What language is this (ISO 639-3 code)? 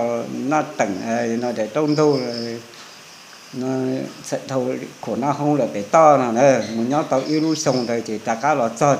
vie